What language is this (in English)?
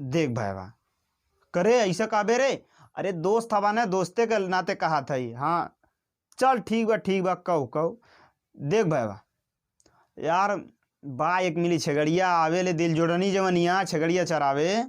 Bhojpuri